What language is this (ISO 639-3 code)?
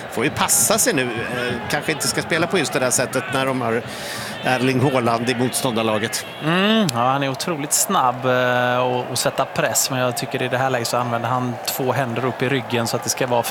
swe